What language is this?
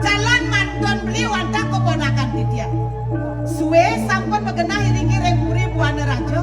Balinese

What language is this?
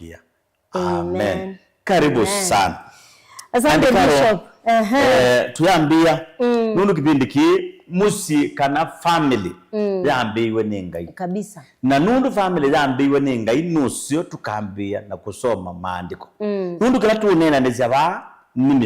Kamba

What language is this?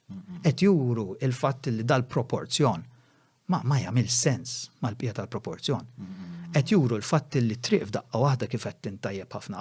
Maltese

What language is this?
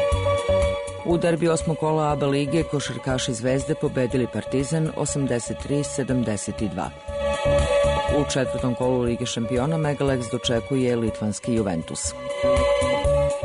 Serbian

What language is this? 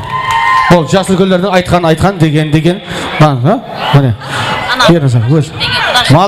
Kara-Kalpak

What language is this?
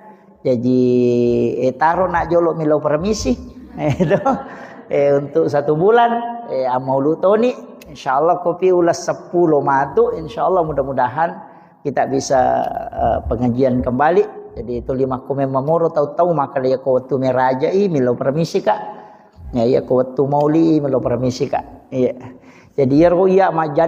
Buginese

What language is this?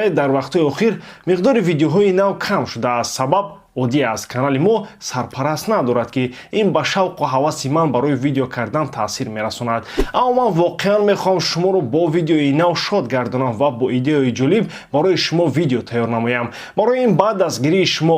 Tajik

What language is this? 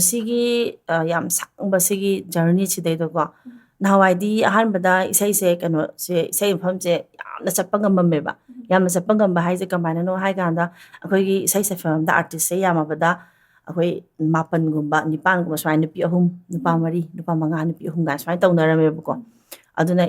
Manipuri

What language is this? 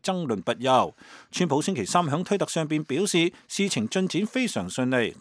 Cantonese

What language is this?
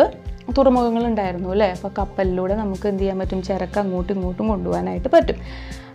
Malayalam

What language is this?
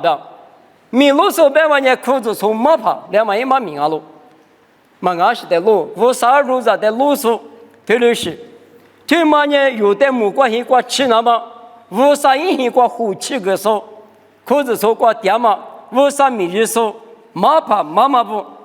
Lisu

